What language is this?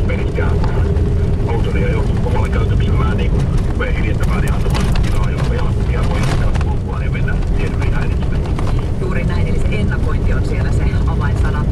Finnish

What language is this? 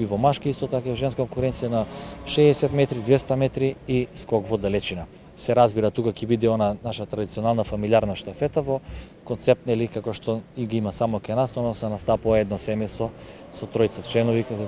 Macedonian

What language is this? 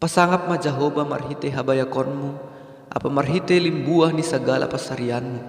Batak Simalungun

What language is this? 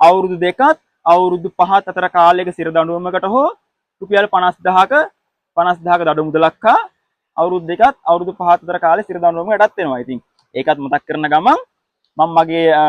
Sinhala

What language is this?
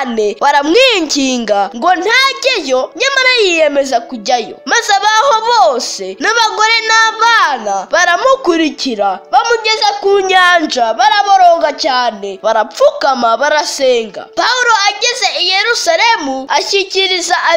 Kinyarwanda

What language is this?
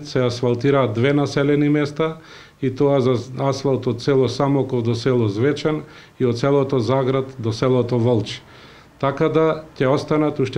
Macedonian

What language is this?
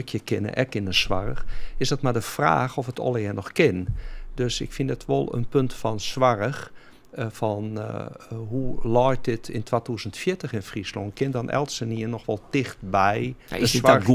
Western Frisian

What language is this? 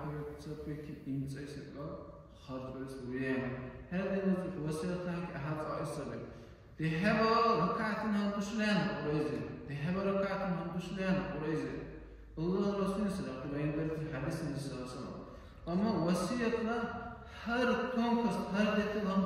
Dargwa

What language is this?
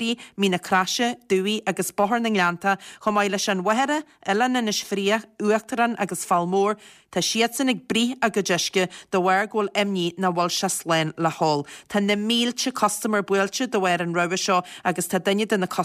Irish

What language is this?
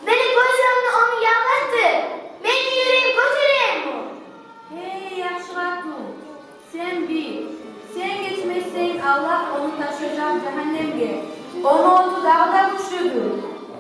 Kumyk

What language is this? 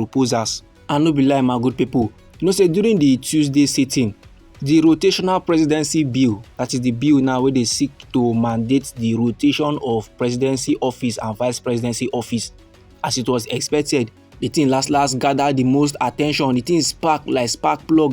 Nigerian Pidgin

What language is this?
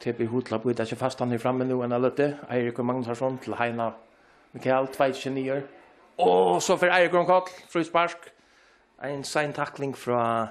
Faroese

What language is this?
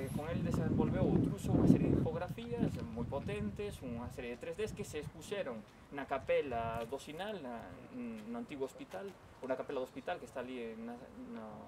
Galician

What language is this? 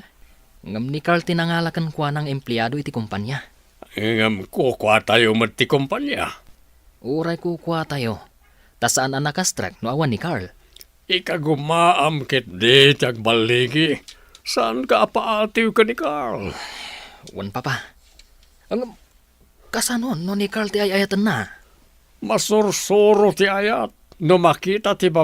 Iloko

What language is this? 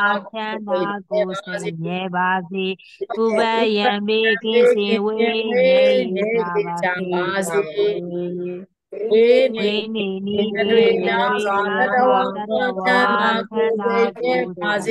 Burmese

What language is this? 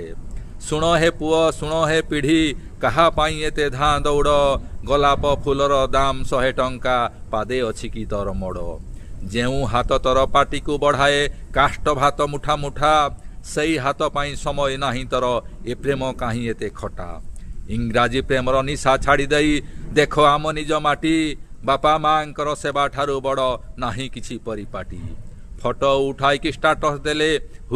Odia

